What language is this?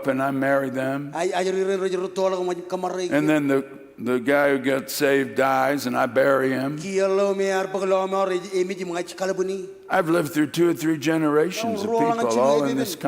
Marshallese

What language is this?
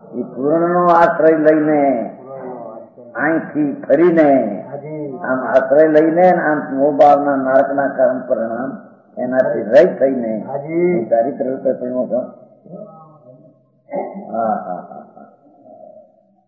Gujarati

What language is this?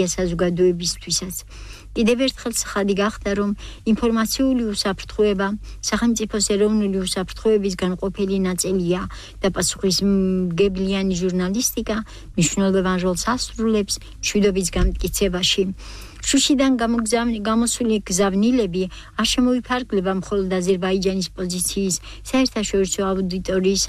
Georgian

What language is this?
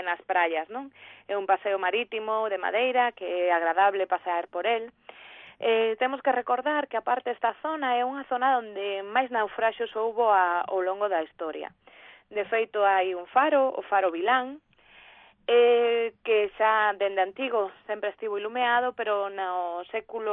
Galician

